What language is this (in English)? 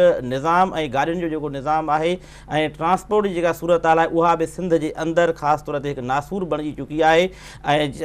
Sindhi